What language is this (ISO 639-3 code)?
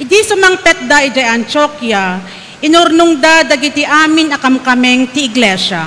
ilo